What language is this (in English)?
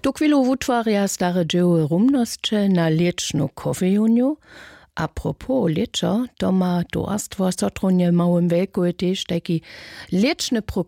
Upper Sorbian